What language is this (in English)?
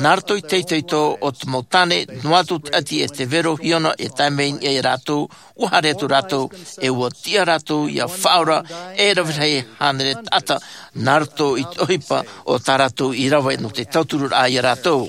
Tahitian